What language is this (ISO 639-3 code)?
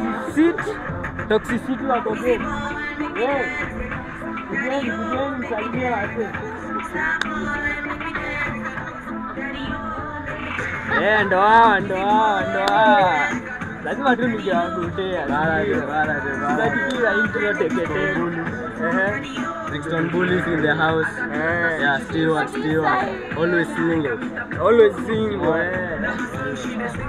swa